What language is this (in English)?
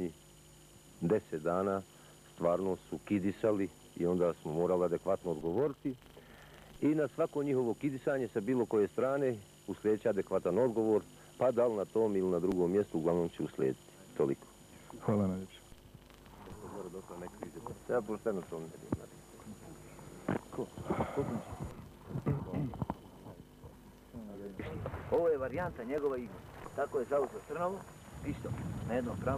Bosnian